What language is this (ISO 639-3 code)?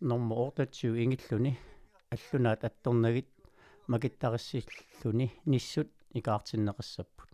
kal